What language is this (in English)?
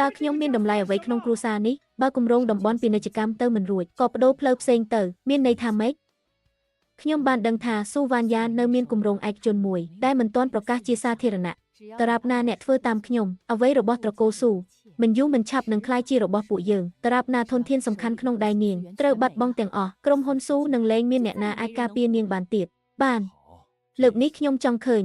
Khmer